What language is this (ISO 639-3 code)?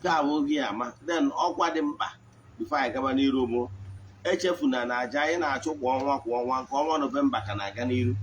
ibo